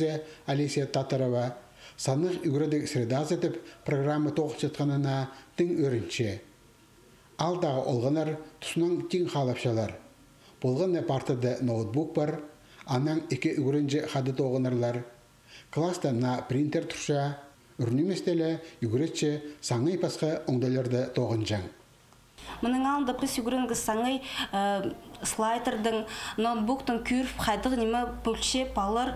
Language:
Khakas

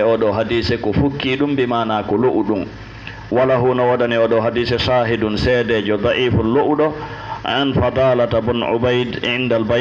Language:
Fula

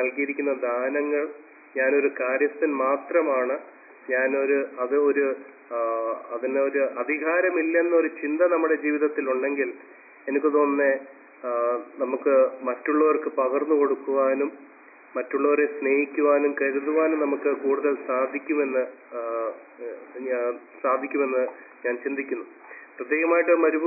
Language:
Malayalam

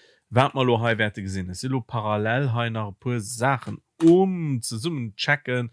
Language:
Luxembourgish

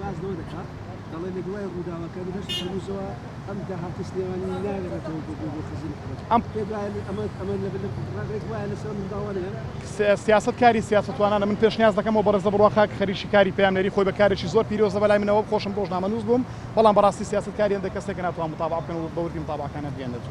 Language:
Central Kurdish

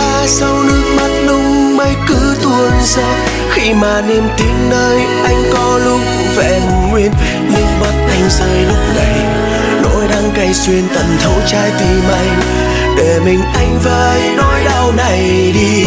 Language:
Vietnamese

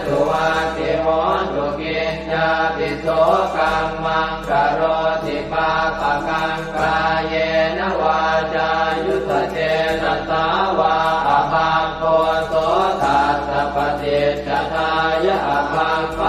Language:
Pali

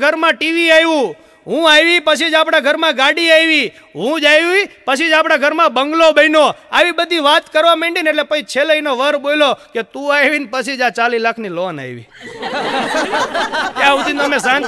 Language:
Gujarati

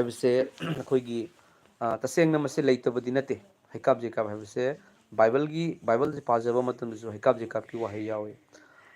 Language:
Manipuri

